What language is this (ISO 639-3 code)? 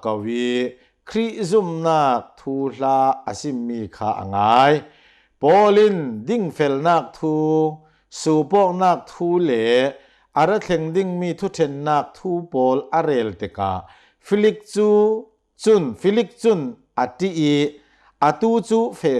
cnh